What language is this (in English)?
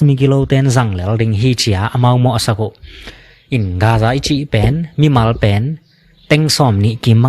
Tedim Chin